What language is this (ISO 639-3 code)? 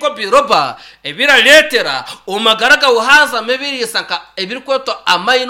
nyn